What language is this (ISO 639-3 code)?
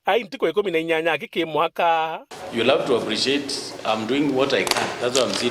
mer